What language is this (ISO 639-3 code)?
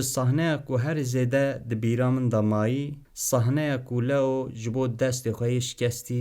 kur